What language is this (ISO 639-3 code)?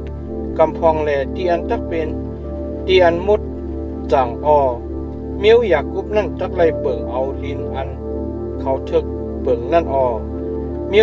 shn